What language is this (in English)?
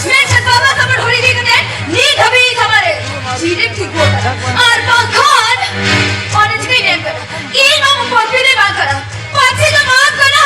Santali